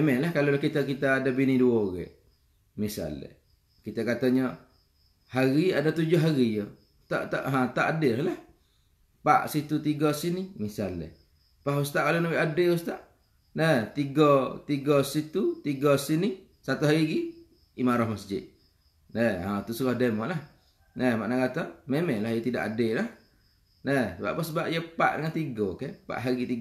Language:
Malay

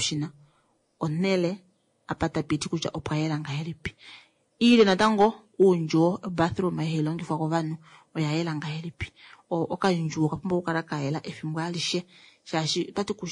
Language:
Kuanyama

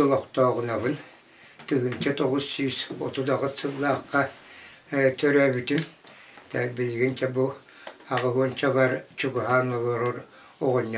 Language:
Yakut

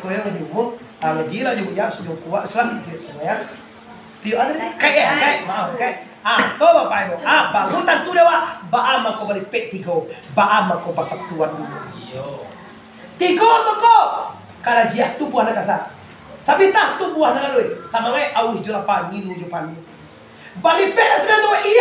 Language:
Minangkabau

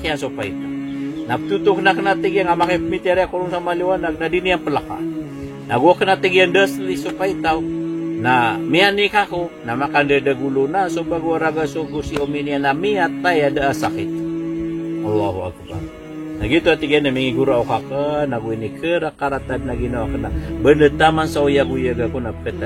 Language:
Maranao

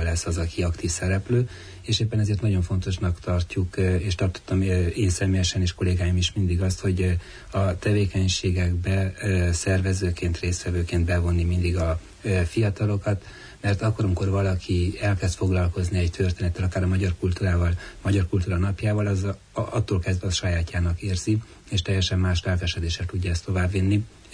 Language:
Hungarian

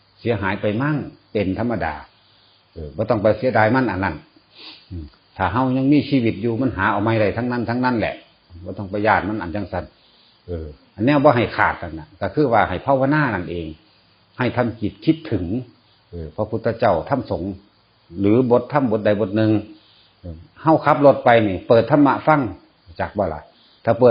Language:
Northeastern Thai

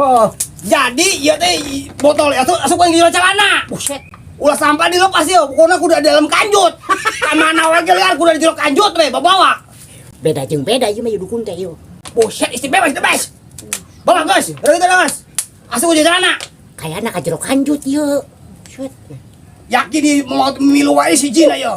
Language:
Sundanese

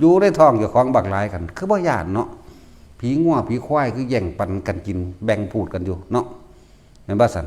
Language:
Northeastern Thai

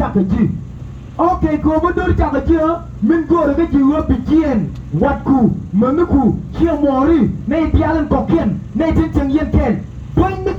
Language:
Nuer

